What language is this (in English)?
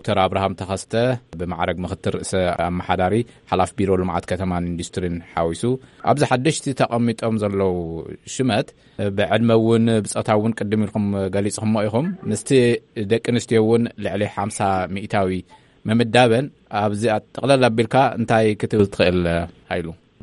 Tigrinya